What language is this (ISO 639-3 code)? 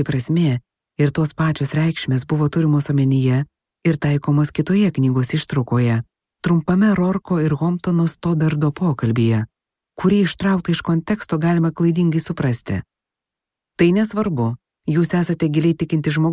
lit